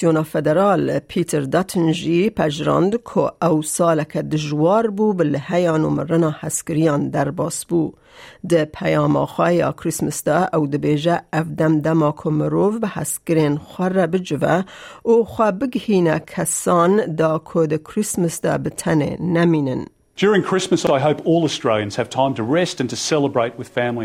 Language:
Kurdish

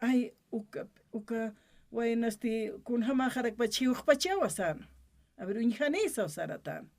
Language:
Aymara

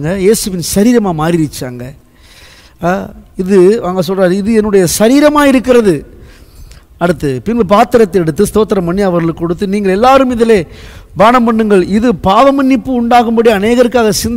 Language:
Tamil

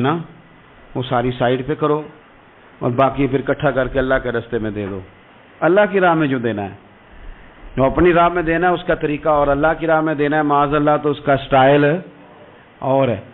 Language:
Urdu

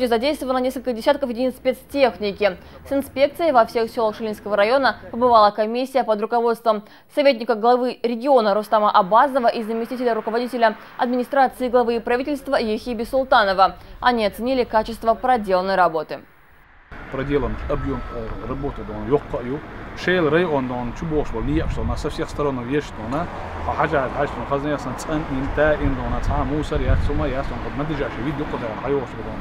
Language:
Chechen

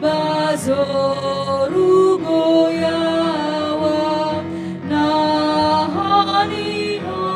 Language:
Nias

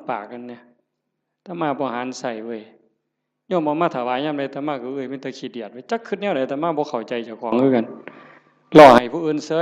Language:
Northeastern Thai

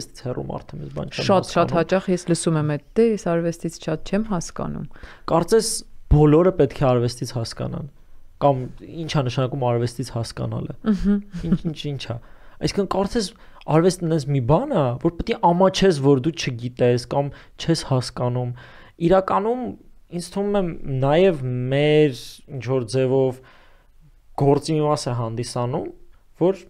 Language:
Armenian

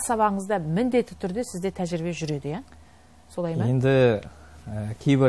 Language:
Kazakh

